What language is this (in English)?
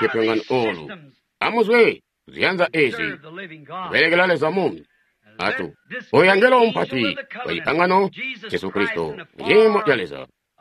Tonga (Zambia)